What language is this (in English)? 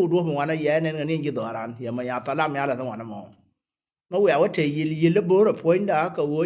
Nuer